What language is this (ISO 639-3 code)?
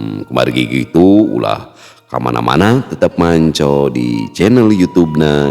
sun